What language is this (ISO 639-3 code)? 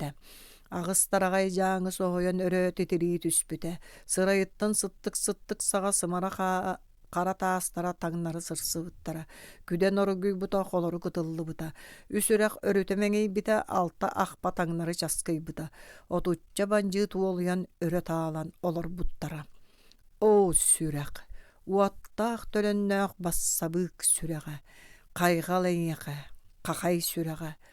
sah